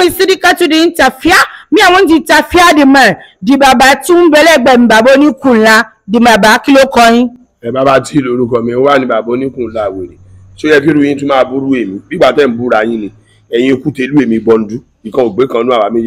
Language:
Yoruba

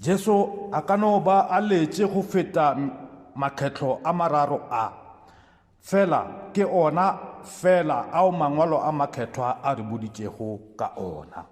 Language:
Northern Sotho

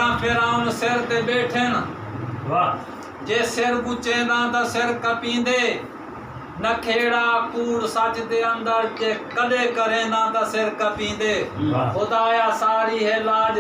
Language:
Saraiki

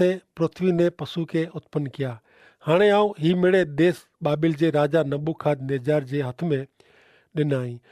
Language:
Kachhi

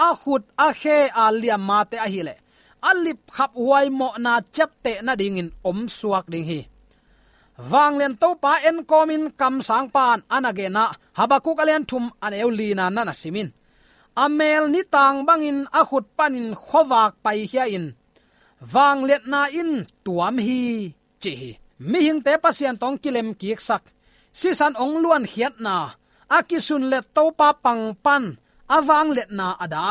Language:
Tedim Chin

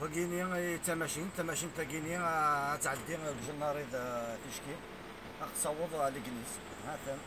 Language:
Kabyle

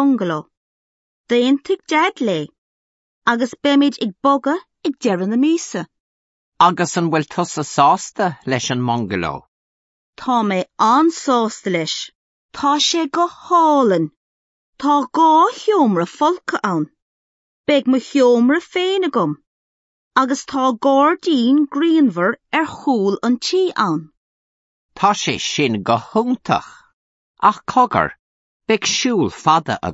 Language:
Irish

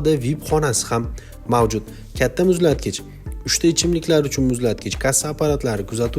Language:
Uzbek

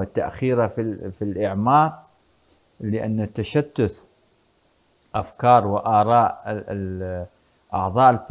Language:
Arabic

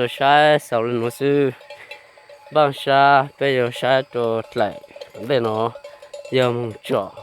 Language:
Hmong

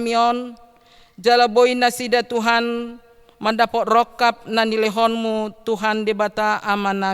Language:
Batak Toba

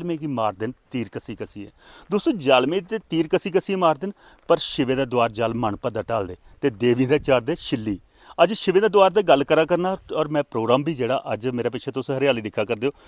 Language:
Dogri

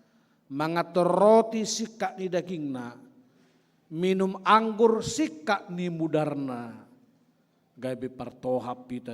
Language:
Batak Toba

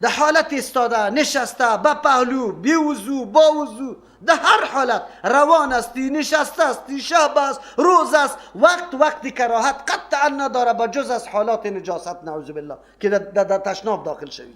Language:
Persian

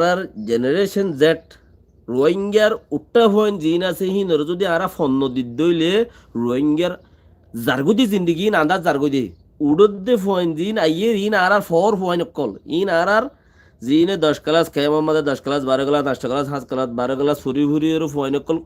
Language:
Rohingya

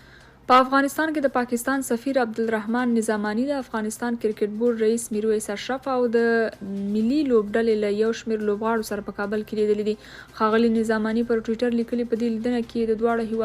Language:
Pashto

